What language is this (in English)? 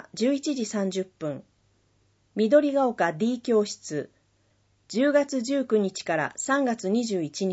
Japanese